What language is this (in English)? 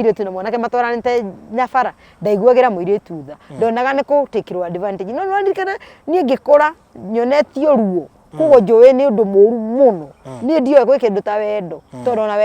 Kikuyu